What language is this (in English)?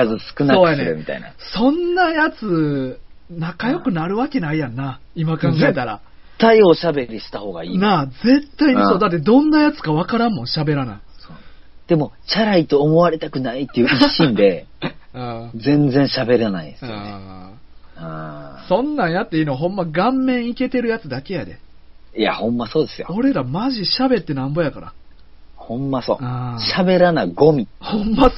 Japanese